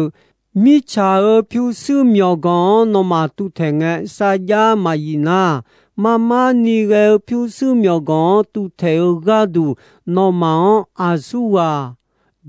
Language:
Akha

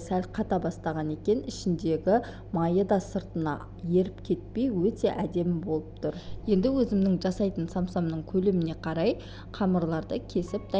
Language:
Kazakh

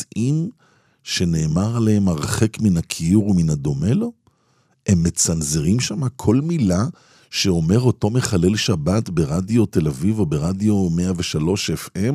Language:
Hebrew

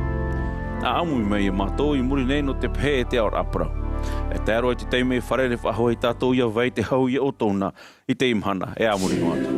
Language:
Tahitian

